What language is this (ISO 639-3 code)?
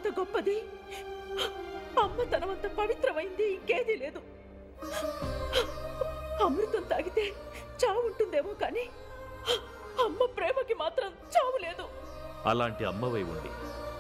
tel